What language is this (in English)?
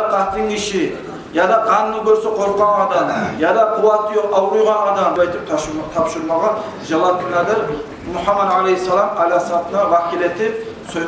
Kumyk